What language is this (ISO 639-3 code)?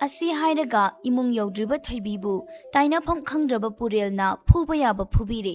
mni